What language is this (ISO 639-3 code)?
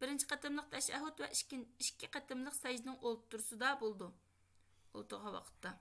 uig